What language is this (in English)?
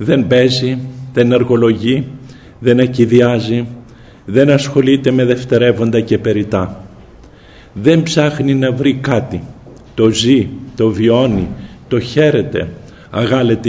Greek